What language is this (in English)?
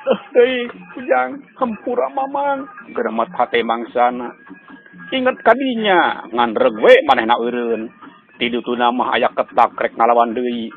Sundanese